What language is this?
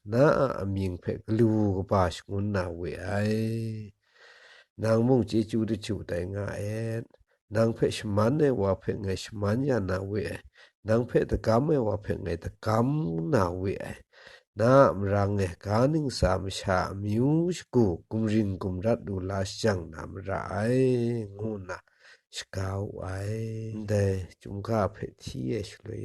Kachin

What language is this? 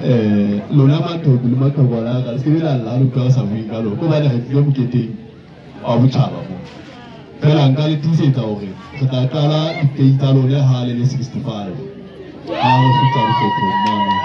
Southern Sotho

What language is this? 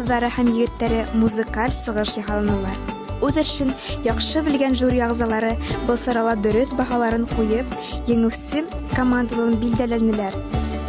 Bashkir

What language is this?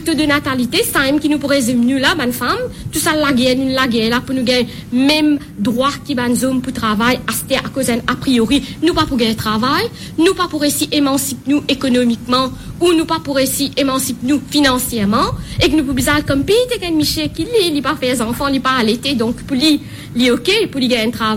Morisyen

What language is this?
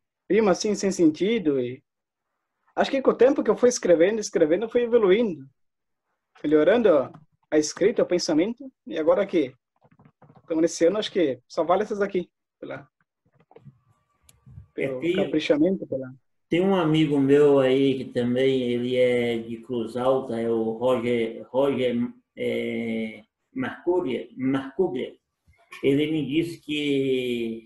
Portuguese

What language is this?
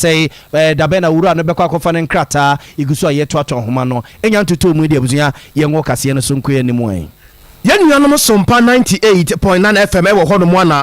Akan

